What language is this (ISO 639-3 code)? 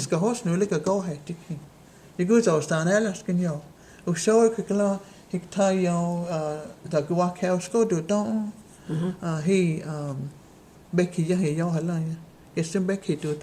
chr